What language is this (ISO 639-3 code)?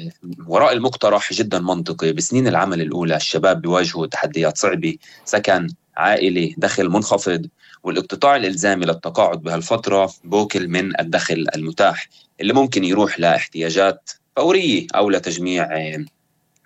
apc